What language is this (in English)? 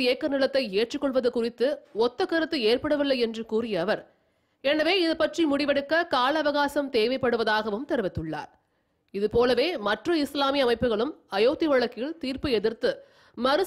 Tamil